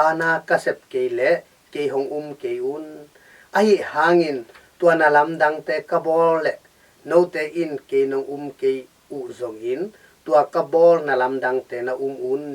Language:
Tedim Chin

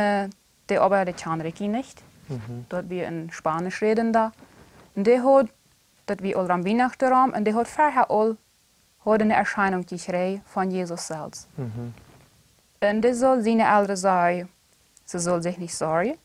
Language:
Plautdietsch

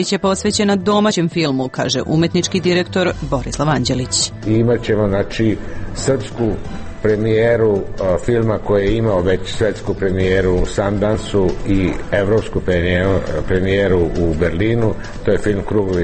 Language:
Serbian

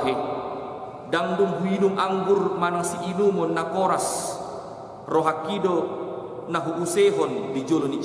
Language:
Batak Toba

